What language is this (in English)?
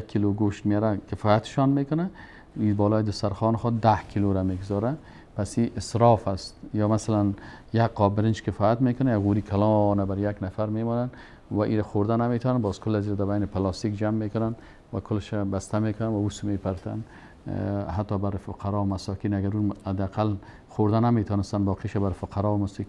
Persian